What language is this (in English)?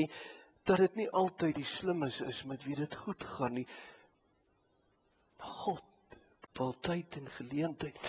Afrikaans